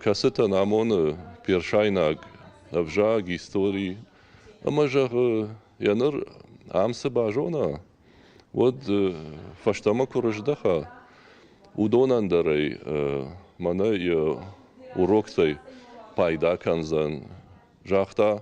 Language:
Ossetic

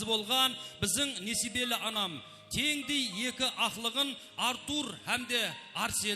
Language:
Kara-Kalpak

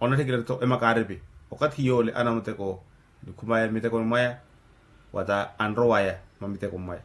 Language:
Makhuwa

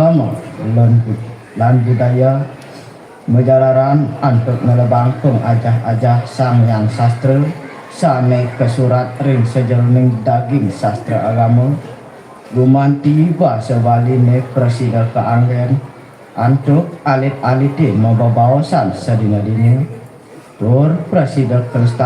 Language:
Balinese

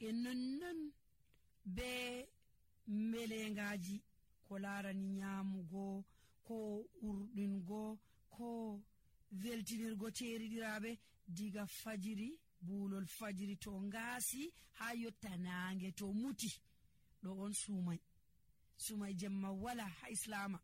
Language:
Nigerian Fulfulde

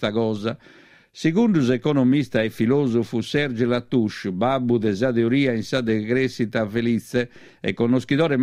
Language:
Sardinian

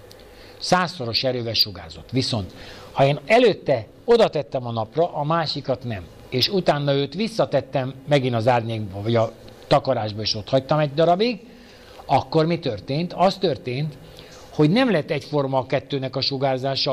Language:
Hungarian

